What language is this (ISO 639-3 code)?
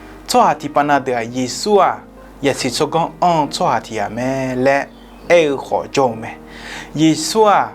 ahk